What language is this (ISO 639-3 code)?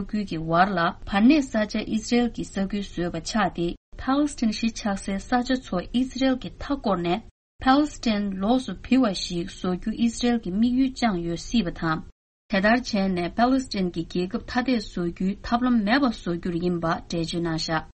bod